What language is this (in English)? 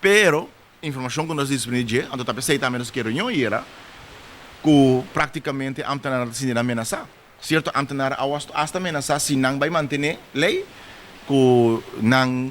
Papiamento